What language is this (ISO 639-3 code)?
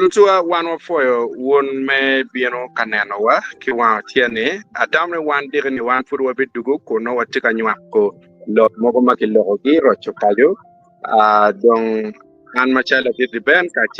ach